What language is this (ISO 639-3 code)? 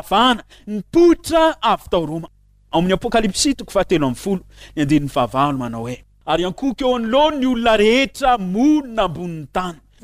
mlg